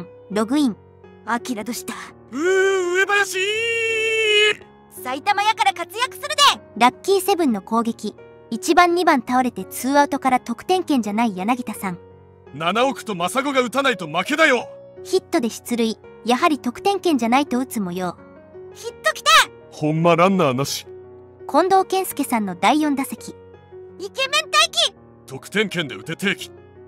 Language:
Japanese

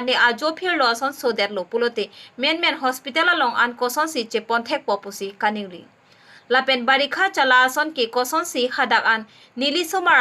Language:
Karbi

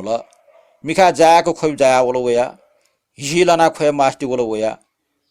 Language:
Newari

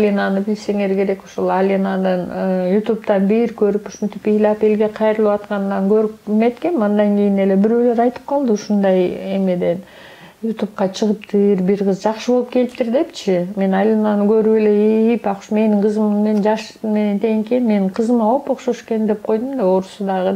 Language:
Kyrgyz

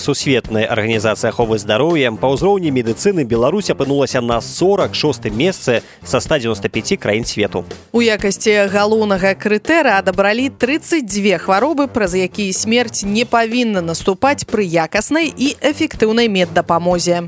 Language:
Belarusian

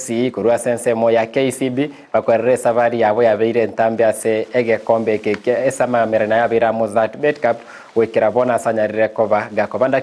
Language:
Gusii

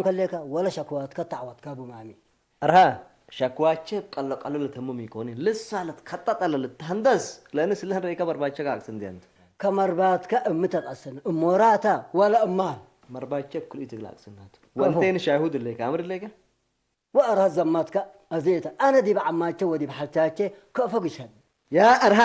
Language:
Tigre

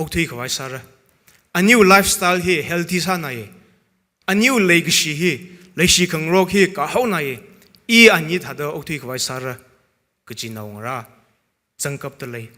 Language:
Tangkhul Naga (India)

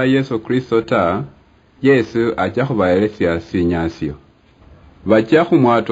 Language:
Luyia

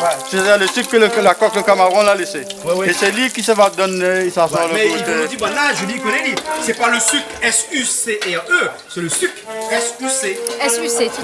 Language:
Réunion Creole French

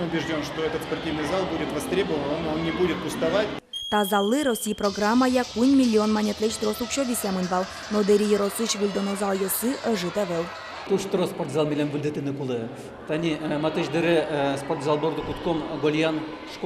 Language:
Udmurt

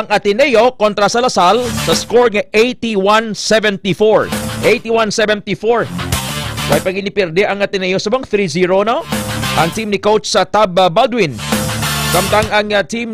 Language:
Hiligaynon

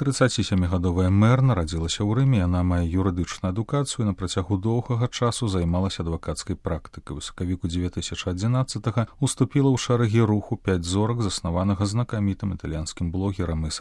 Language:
Belarusian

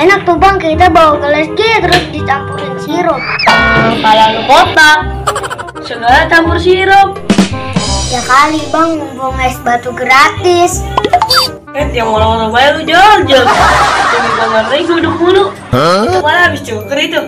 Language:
Betawi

